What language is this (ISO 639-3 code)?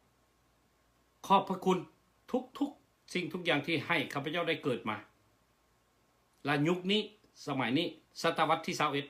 lao